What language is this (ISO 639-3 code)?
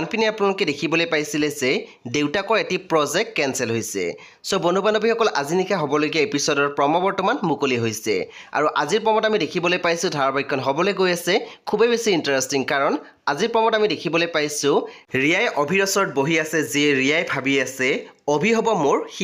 asm